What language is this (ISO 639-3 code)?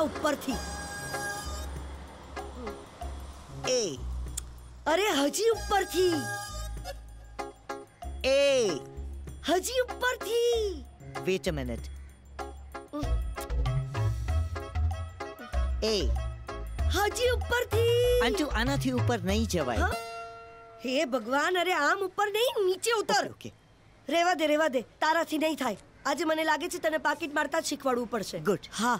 guj